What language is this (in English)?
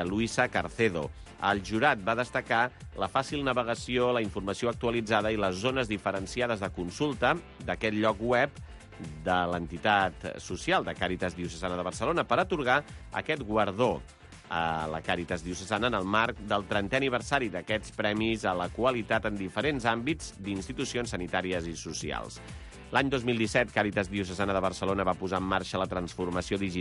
Catalan